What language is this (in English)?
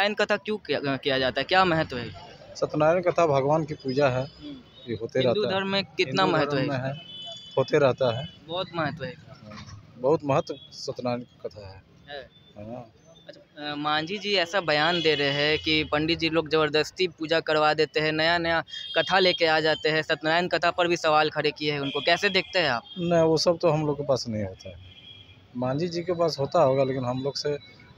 Hindi